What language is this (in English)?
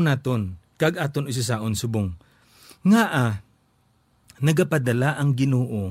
Hiligaynon